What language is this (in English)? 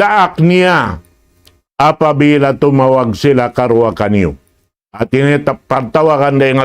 Tausug